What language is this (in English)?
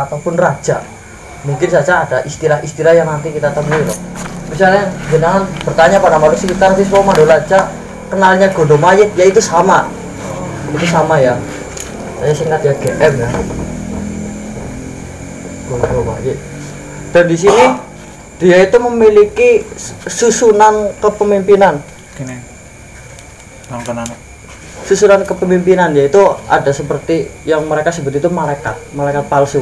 Indonesian